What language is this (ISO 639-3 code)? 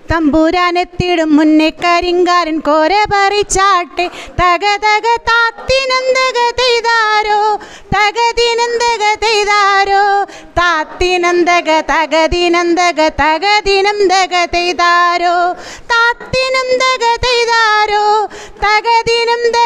mal